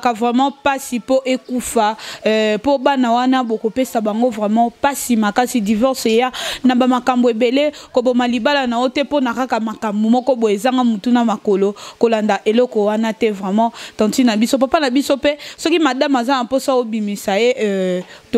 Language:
Lingala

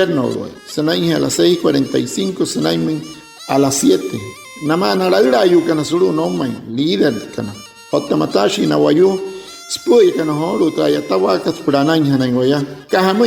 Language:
Wayuu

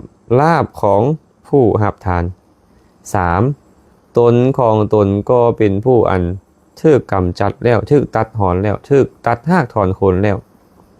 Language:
Lao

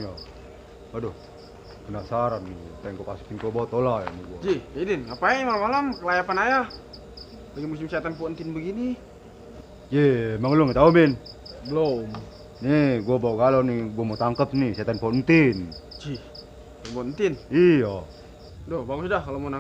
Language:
Betawi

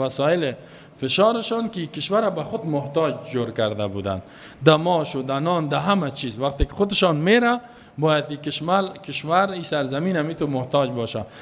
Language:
Persian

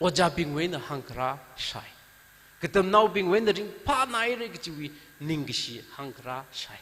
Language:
Tangkhul Naga (India)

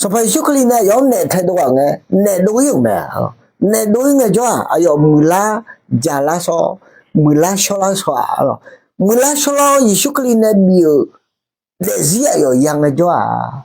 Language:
Akha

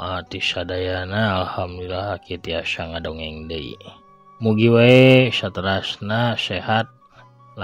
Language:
Sundanese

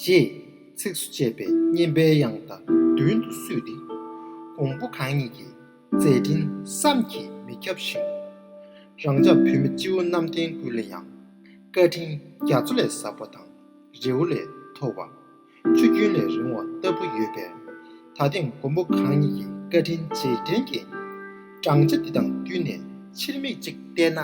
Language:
Tibetan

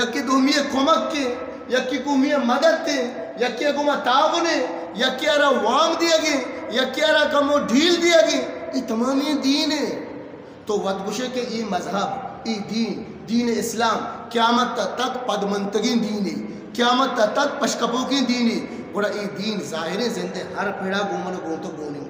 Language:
Eastern Balochi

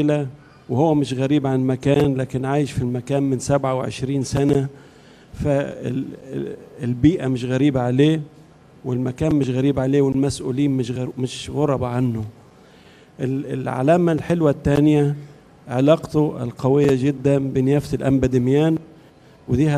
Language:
Egyptian Arabic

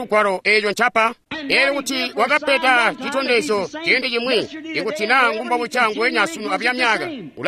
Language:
Tonga (Zambia)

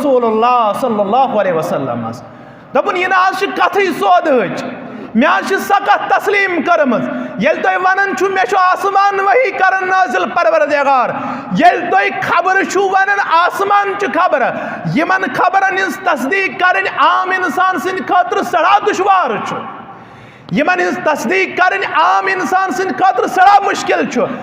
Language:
Kashmiri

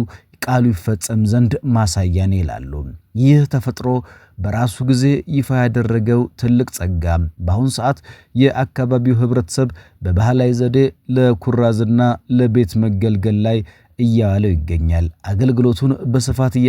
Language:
Amharic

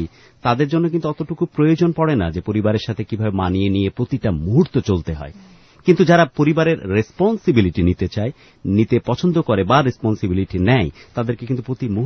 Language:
Bangla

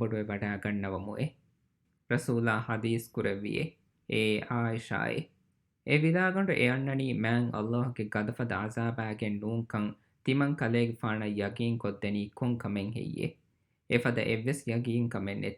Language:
Divehi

